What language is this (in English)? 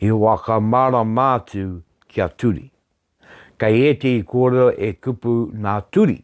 Māori